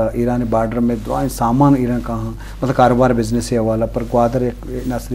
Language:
Eastern Balochi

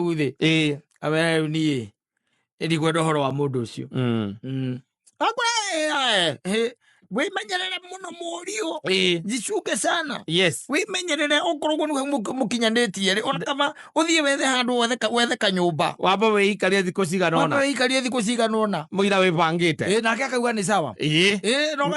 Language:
Kikuyu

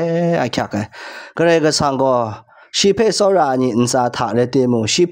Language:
Kachin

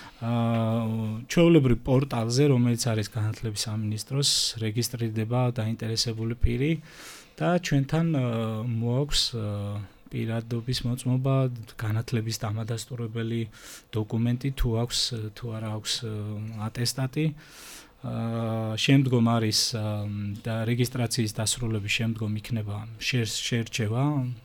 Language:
Georgian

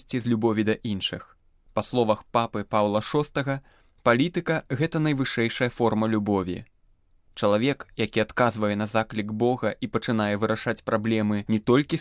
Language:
Belarusian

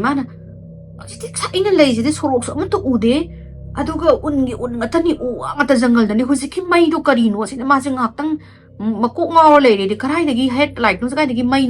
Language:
Manipuri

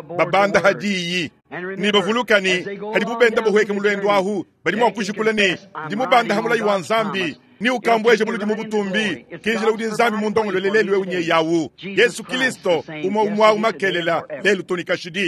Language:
Luba-Lulua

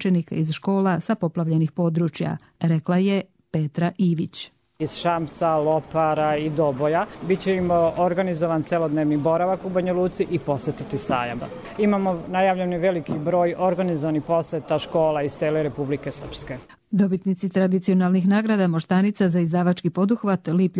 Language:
Croatian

